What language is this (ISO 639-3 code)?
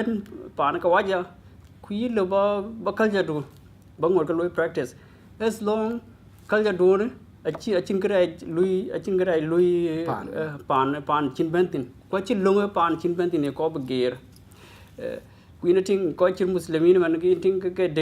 din